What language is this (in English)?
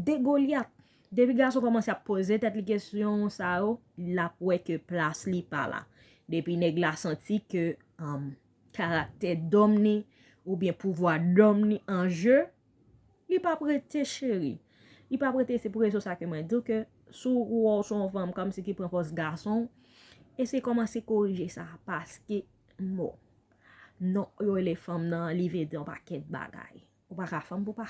Haitian Creole